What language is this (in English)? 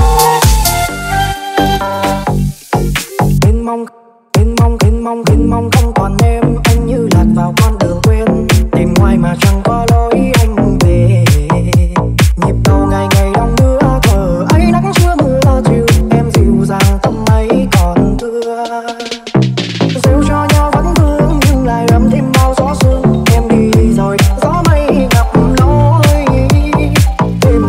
Vietnamese